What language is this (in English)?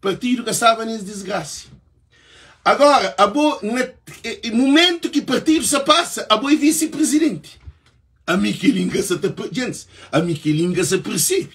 Kabuverdianu